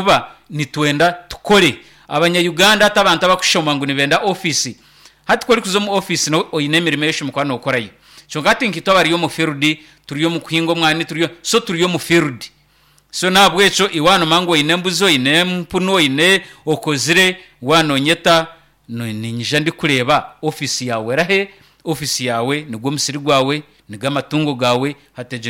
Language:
Nyankole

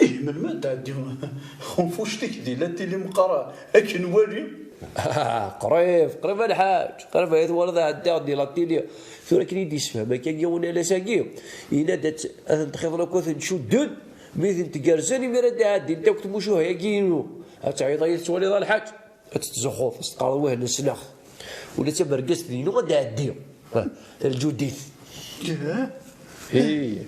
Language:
Kabyle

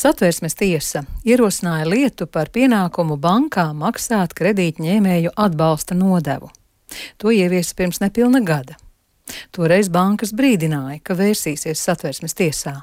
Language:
Latvian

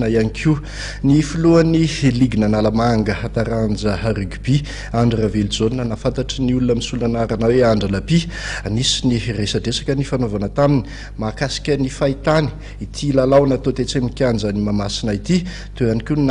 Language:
Malagasy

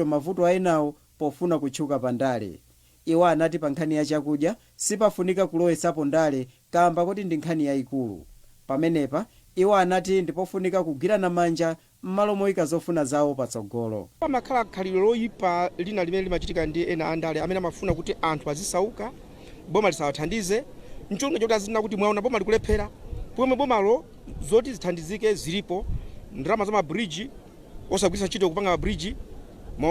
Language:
Nyanja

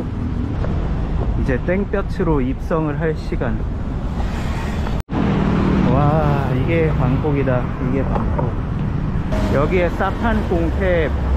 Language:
Korean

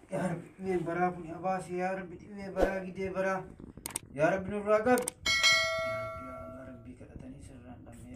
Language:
Oromo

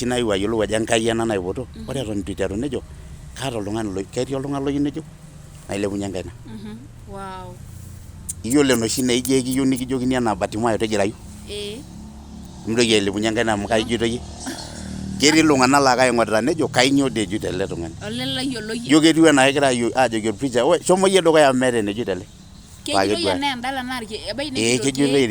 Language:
Masai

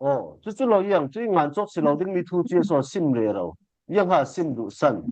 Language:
Falam Chin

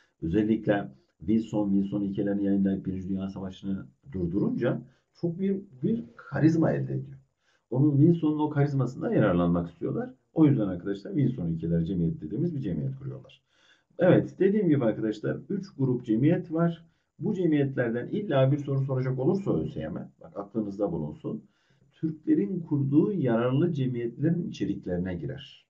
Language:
Turkish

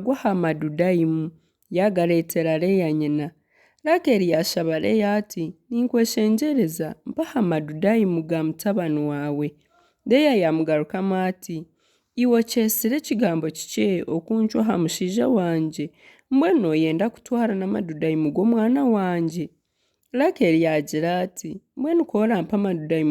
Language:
Nyankole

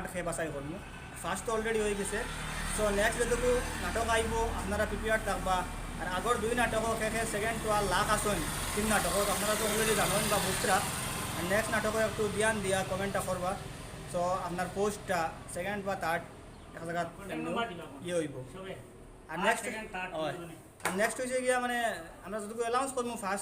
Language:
Sylheti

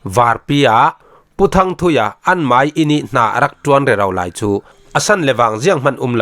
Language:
Falam Chin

